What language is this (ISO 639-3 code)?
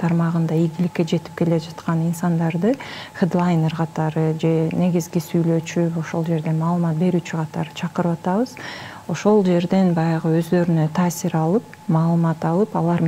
kir